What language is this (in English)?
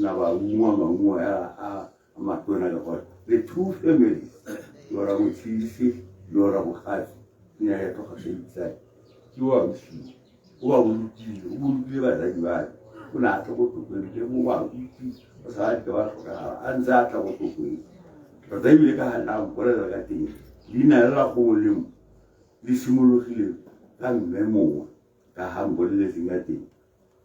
Tswana